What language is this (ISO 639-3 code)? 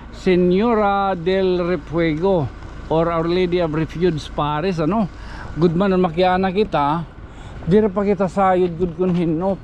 war